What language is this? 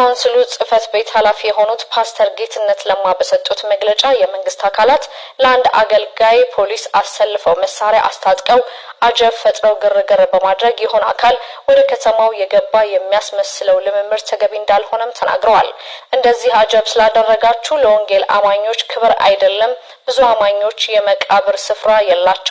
Amharic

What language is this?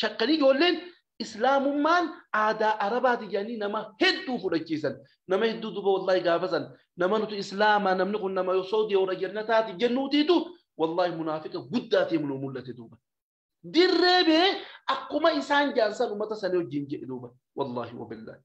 Oromo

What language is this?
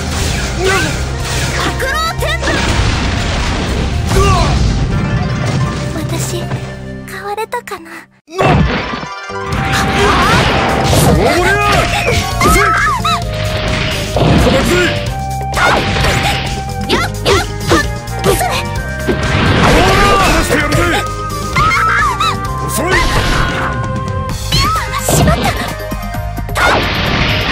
Japanese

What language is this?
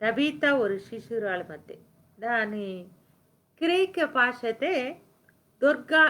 Koya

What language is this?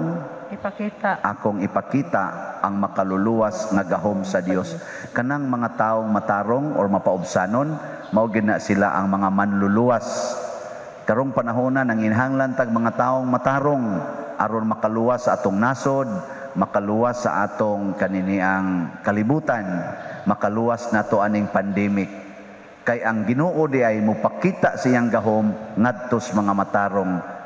Cebuano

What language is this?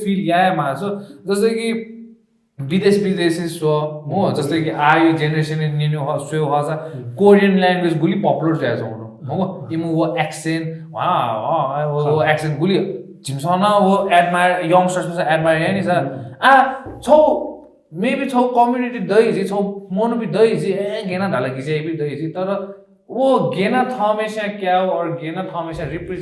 Newari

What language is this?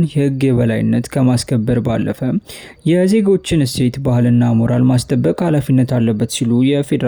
Amharic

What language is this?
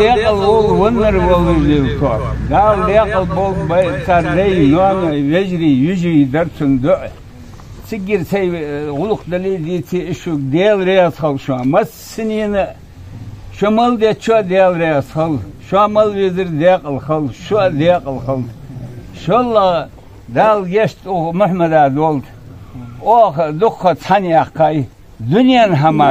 Ingush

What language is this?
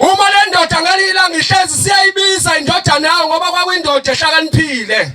Zulu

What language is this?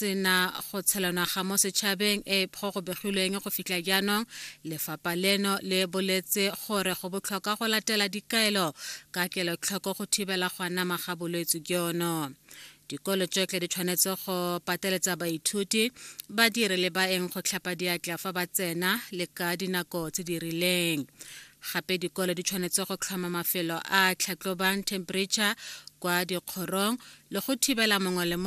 Tswana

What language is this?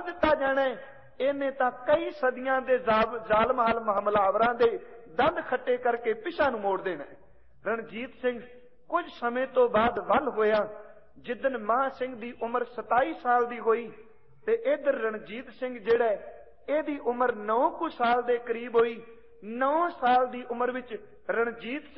Punjabi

